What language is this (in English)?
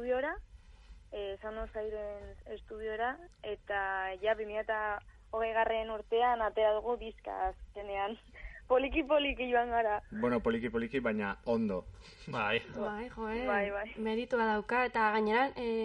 Basque